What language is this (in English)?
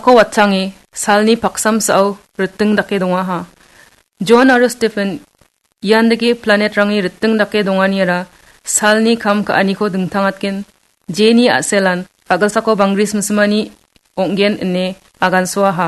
Garo